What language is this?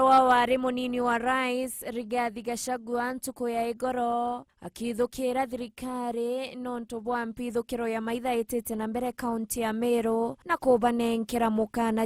Meru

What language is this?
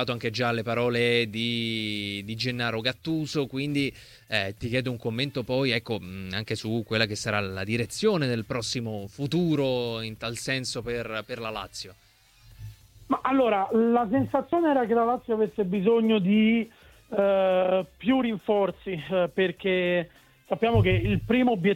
Italian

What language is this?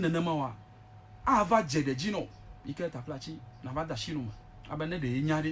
Ewe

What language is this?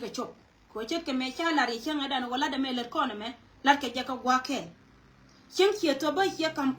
Nuer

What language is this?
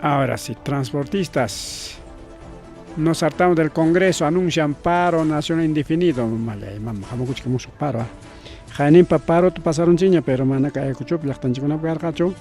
Ayacucho Quechua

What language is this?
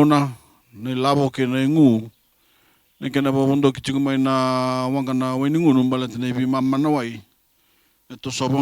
Fijian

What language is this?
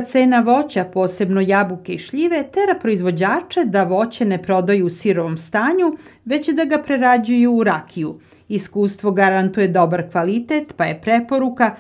Serbian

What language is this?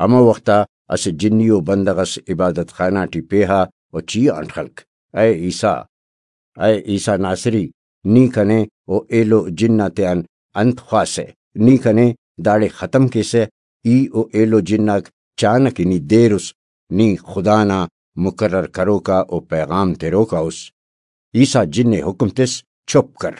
Brahui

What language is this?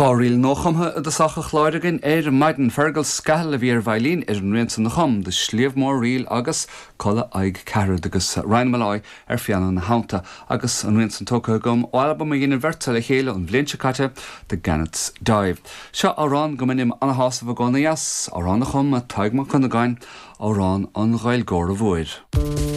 Irish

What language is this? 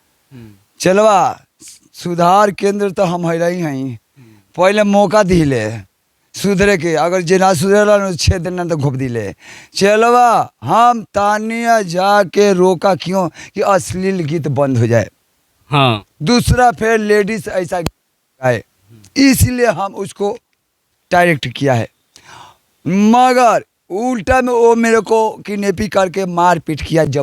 Bhojpuri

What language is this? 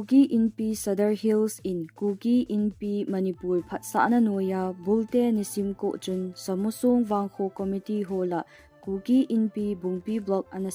Thado Chin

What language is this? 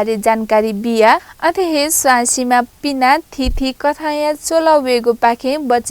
Newari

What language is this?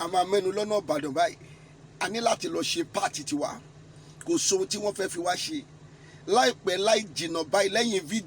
Yoruba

